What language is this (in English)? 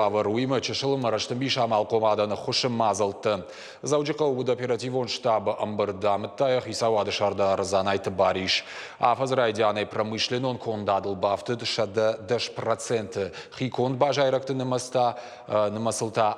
Ossetic